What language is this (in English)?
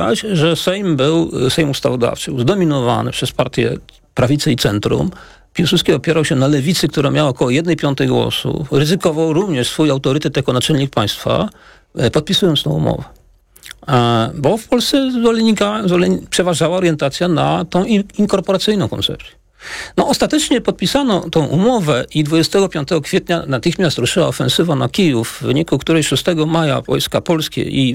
Polish